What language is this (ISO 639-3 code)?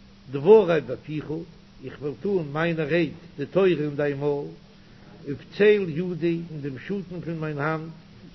yid